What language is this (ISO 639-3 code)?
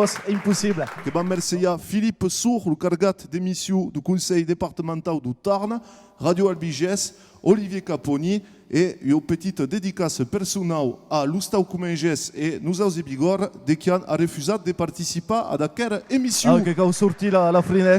oci